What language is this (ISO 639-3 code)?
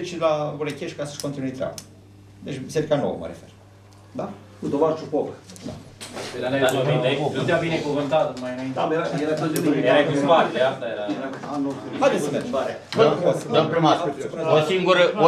ron